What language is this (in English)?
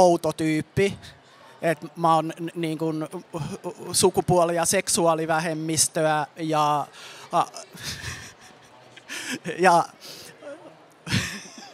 Finnish